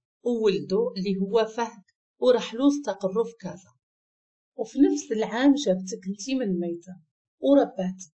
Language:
Moroccan Arabic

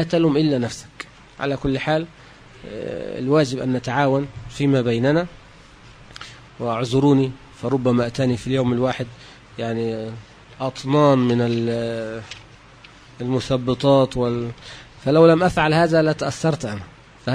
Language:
Arabic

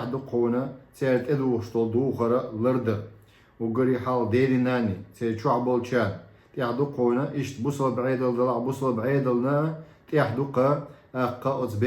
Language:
Chechen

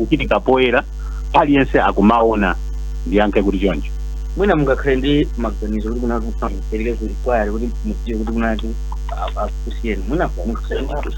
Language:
Nyanja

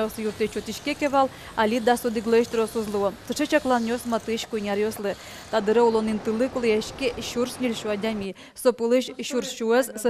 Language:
Udmurt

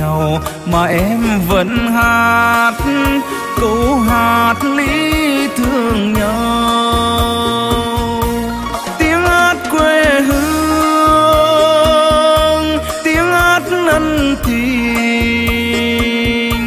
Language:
Vietnamese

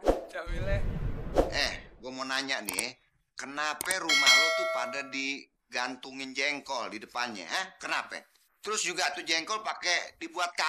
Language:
Betawi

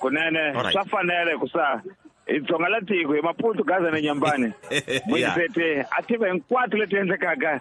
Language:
Tsonga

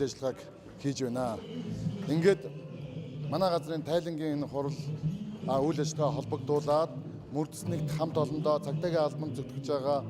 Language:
Mongolian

